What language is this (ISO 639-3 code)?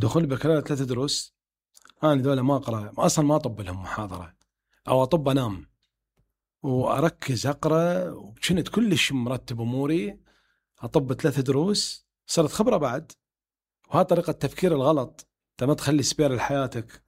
acm